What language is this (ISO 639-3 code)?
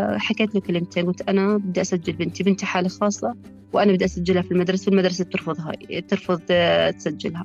apc